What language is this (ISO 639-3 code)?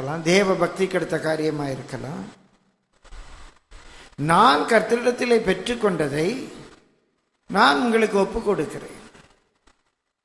tam